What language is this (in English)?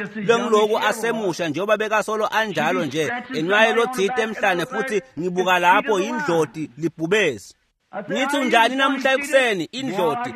Swati